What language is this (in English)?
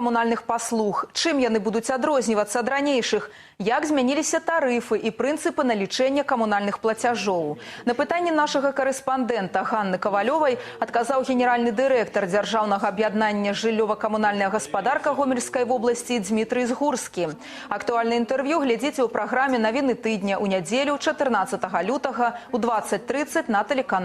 Belarusian